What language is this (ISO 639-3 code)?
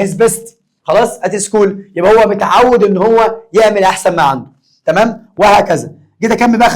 arz